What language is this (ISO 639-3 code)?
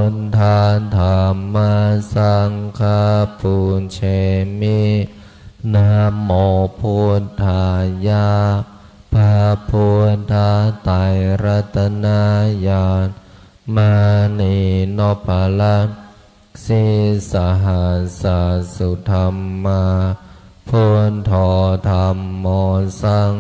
pli